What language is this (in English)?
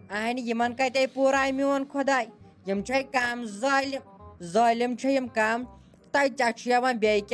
Kashmiri